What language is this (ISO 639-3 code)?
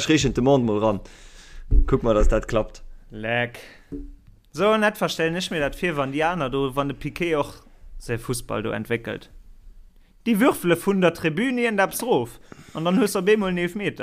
ltz